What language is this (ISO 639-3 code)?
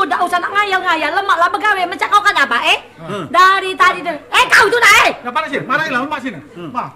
mui